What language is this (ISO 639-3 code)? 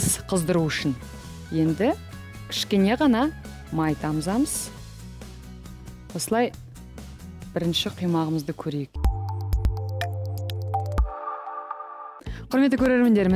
kaz